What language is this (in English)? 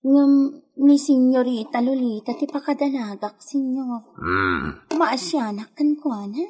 Iloko